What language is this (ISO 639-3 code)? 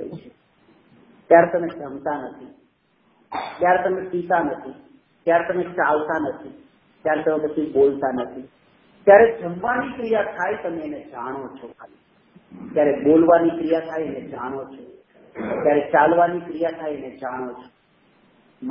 guj